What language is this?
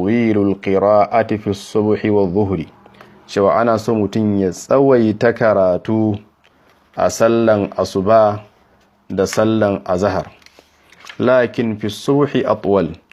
Hausa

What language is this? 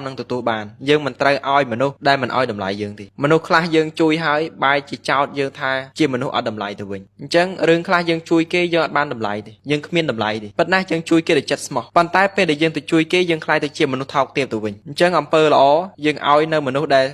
Khmer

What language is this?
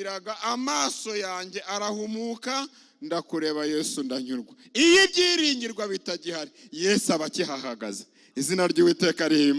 Kinyarwanda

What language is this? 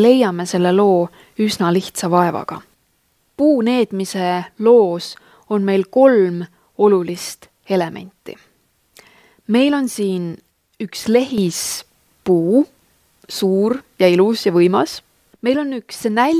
Estonian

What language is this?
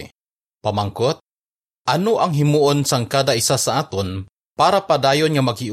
Hiligaynon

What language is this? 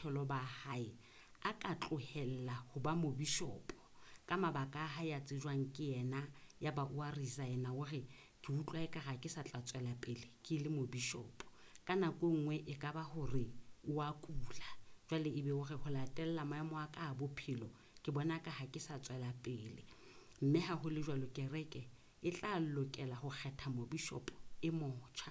Southern Sotho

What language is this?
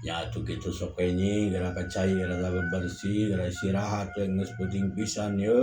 Sundanese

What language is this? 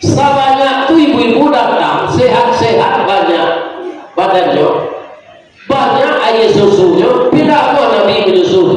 Minangkabau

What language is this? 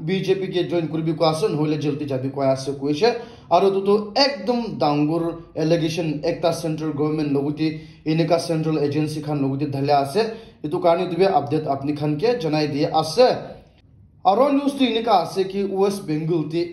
Naga Pidgin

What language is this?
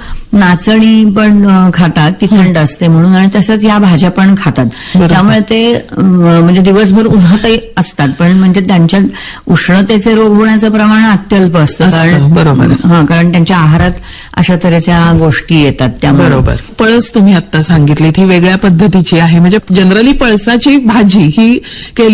Marathi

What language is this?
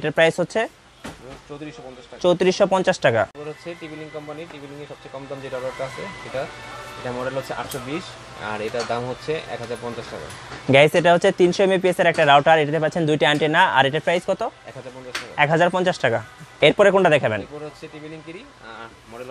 Bangla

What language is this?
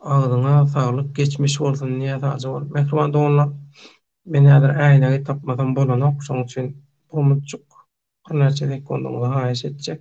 Turkmen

